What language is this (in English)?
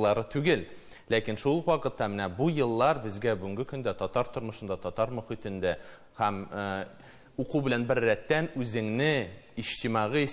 Tatar